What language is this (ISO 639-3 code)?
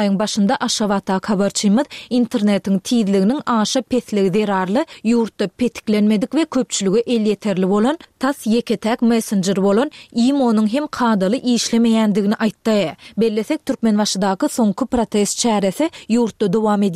tuk